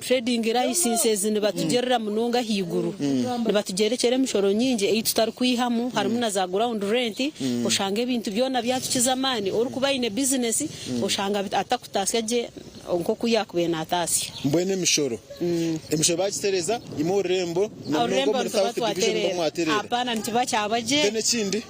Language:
Nyankole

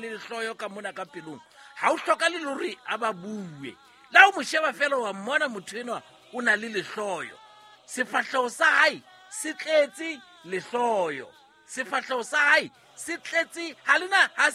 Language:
Southern Sotho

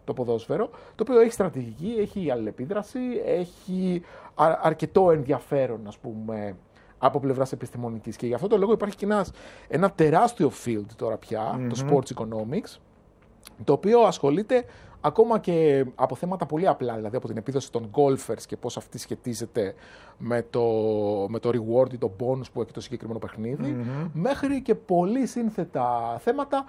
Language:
Greek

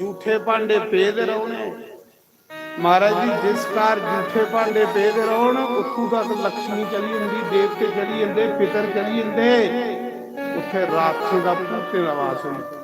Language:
Dogri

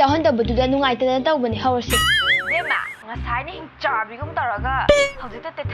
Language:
Manipuri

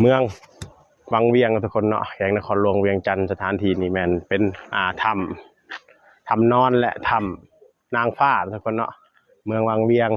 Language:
Northeastern Thai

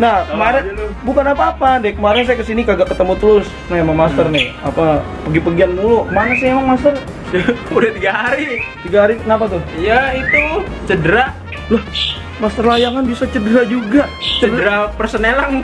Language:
Betawi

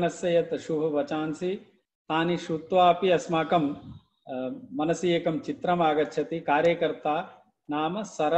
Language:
Sanskrit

